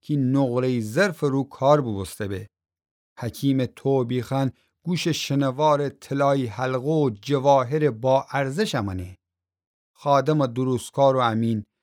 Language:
Gilaki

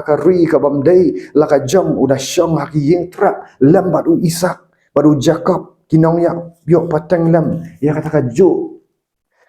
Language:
Khasi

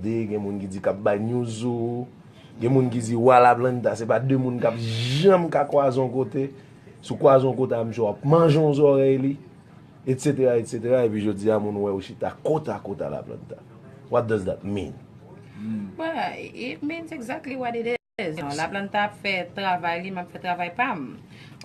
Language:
Haitian Creole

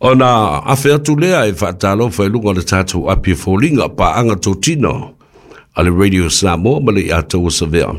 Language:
Samoan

